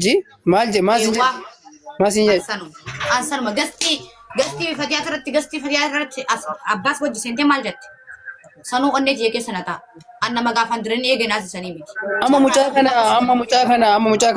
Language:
Oromo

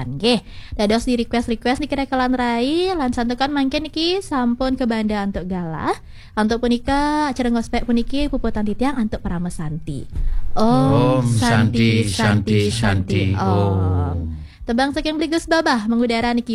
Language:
Balinese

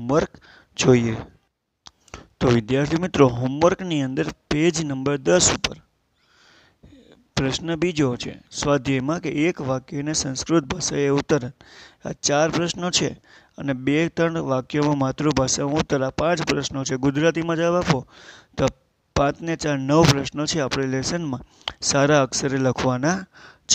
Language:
Gujarati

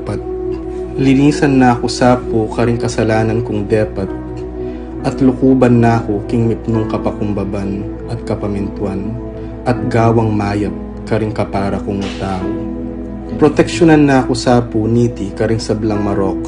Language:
Pampanga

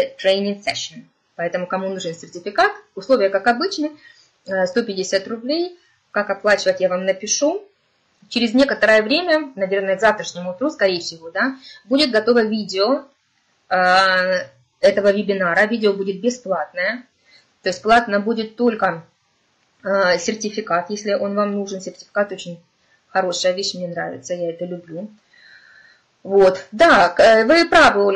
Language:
Russian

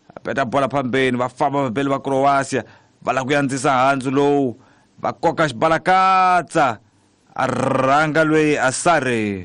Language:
Tsonga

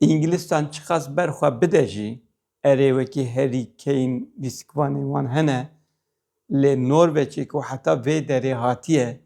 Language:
Kurdish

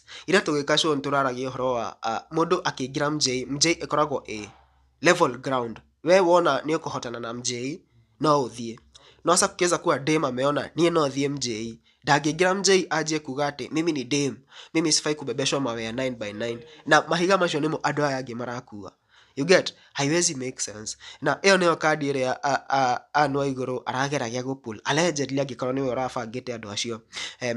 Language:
Kikuyu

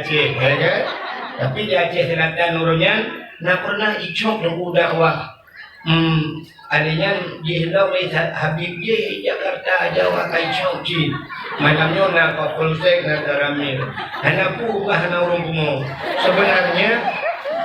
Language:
Achinese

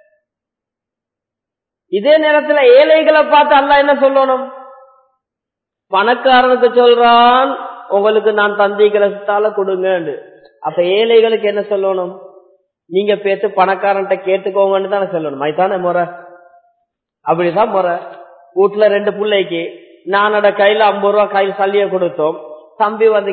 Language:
Tamil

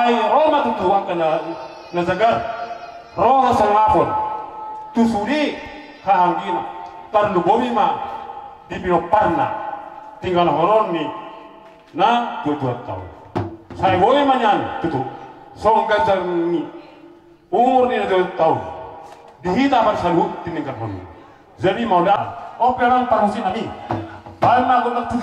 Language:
Batak Toba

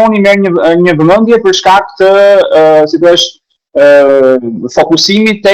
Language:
Albanian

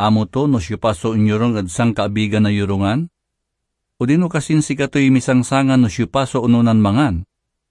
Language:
Pangasinan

